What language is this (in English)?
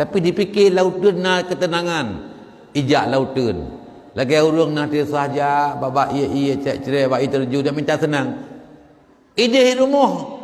Achinese